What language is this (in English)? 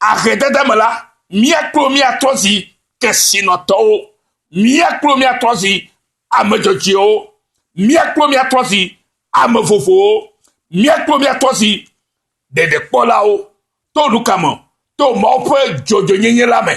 Ewe